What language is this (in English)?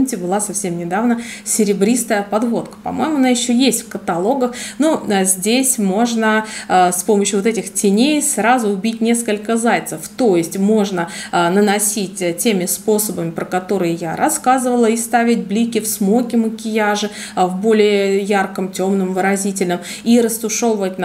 Russian